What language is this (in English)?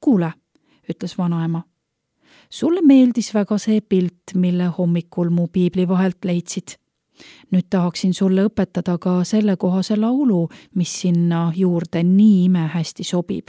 Estonian